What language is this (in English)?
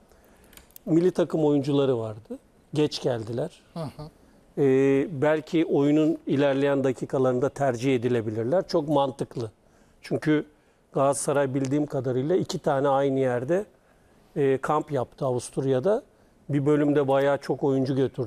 Turkish